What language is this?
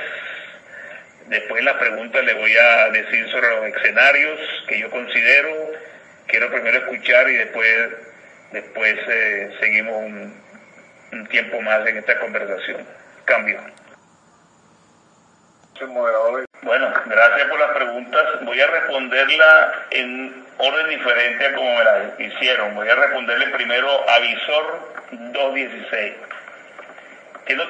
Spanish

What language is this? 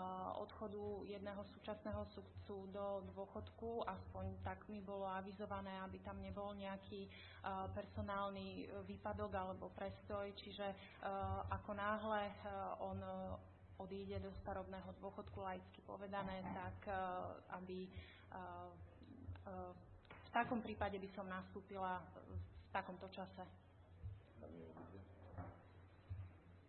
Slovak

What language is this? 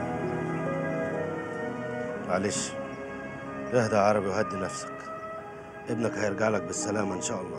Egyptian Arabic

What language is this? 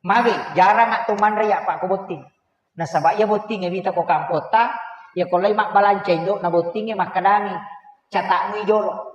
Buginese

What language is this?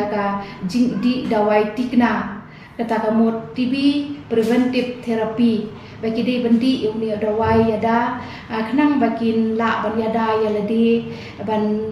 Khasi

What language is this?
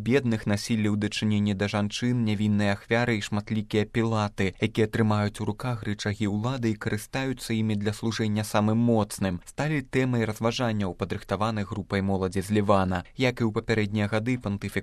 Belarusian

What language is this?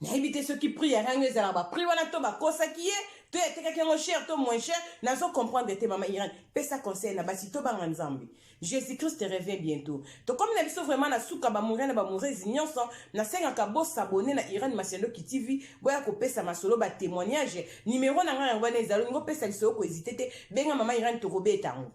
Lingala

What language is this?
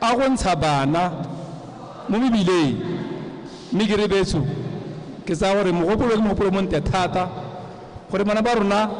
Tswana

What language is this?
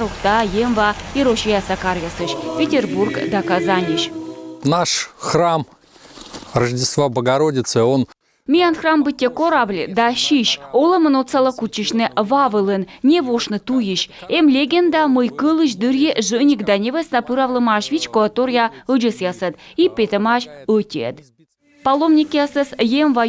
Komi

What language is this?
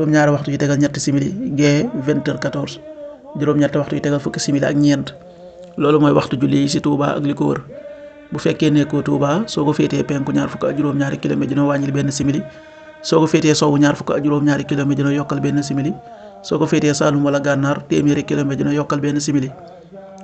Wolof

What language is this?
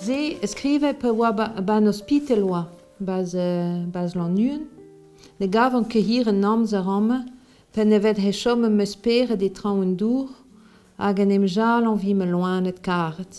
Breton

